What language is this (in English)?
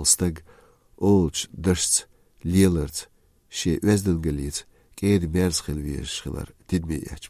Chechen